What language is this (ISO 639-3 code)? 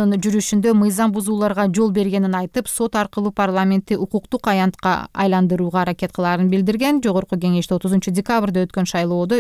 kir